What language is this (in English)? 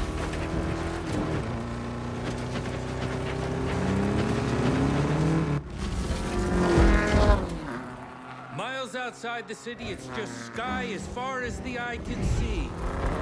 English